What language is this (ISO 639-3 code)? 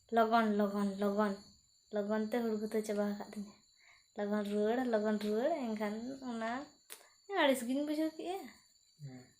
sat